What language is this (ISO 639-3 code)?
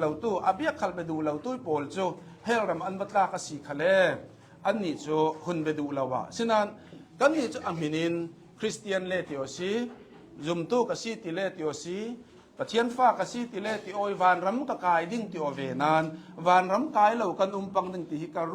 cnh